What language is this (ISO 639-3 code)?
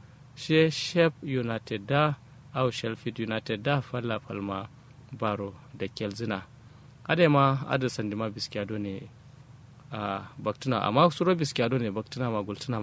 kau